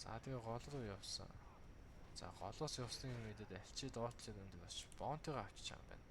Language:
Mongolian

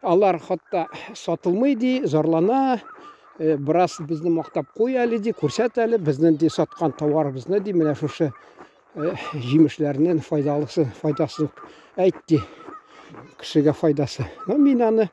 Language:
Tatar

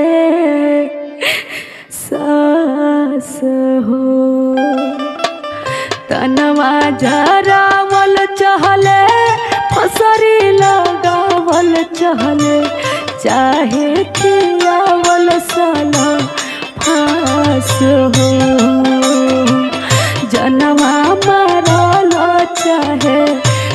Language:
Bhojpuri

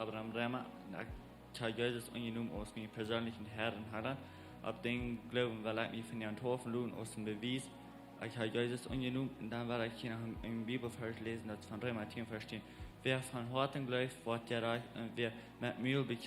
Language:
Plautdietsch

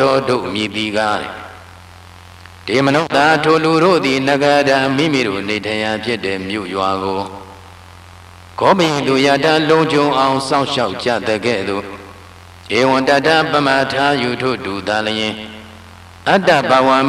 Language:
Burmese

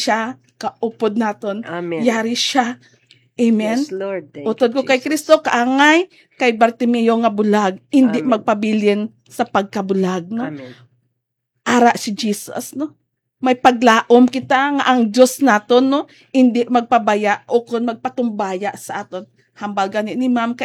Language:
Hiligaynon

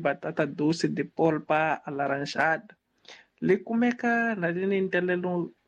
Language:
Tsonga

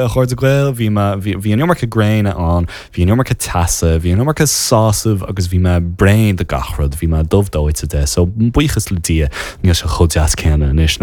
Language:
Irish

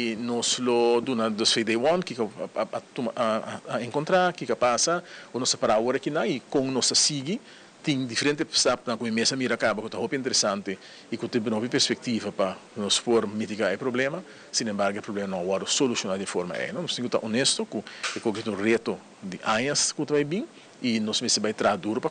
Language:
Papiamento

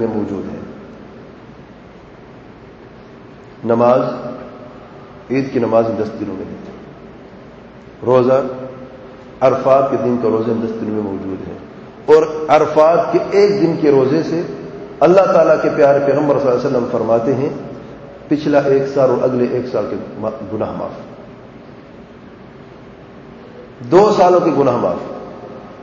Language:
Urdu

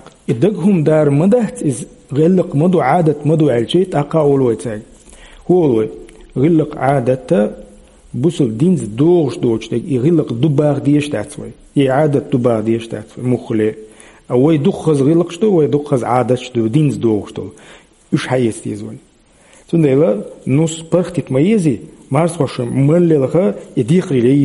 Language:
Chechen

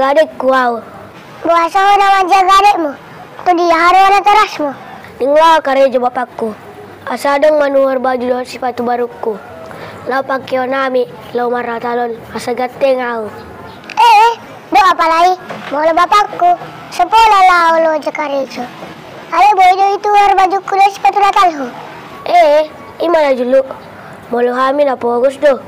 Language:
Batak Toba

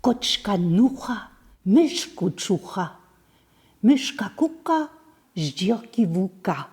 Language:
Upper Sorbian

